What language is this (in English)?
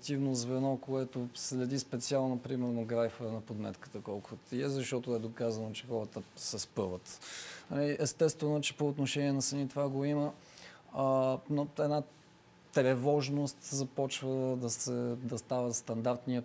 Bulgarian